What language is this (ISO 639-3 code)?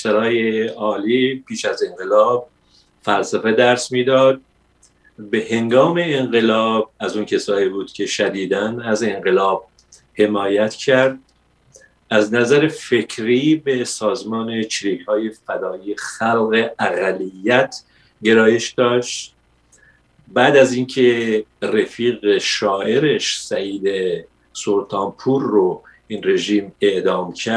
fas